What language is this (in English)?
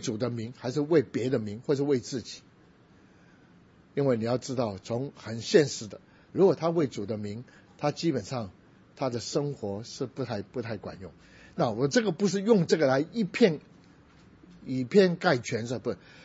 Chinese